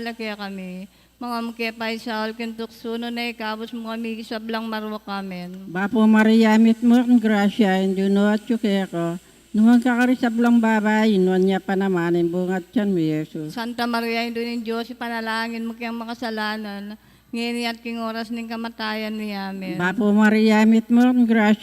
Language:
Pampanga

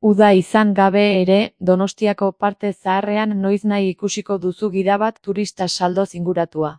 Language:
Basque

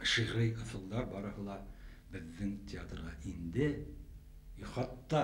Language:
Bashkir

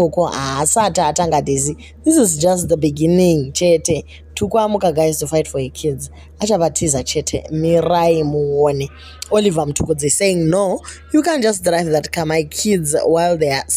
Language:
Shona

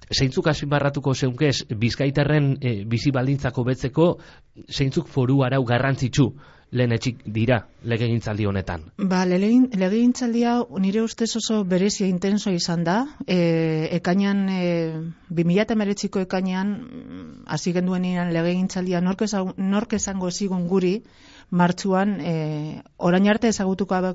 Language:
Basque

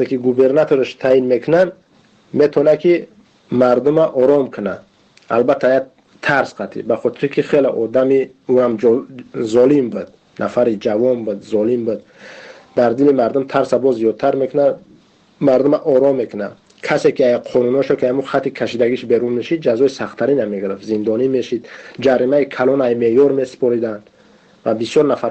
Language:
Tajik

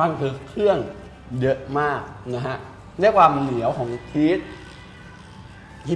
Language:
Thai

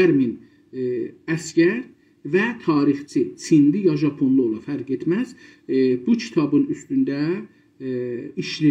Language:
South Azerbaijani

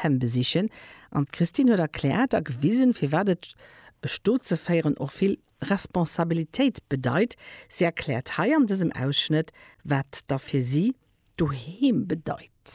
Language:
Luxembourgish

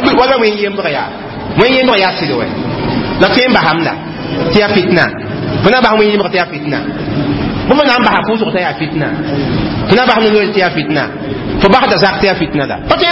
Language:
Mossi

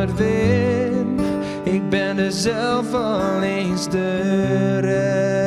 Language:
Western Frisian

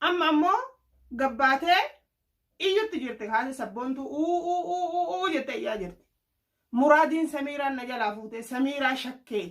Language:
Oromo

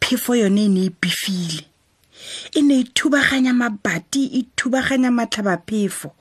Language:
Tswana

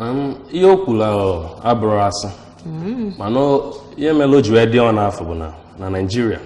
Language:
Igbo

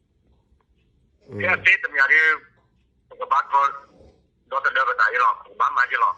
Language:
S'gaw Karen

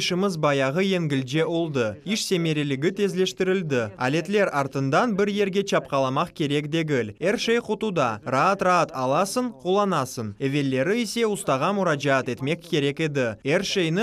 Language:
Crimean Tatar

